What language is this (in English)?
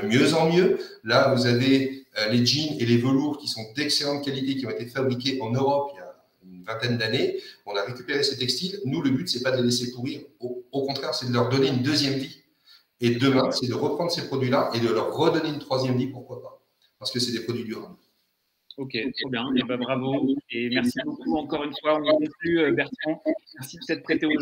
French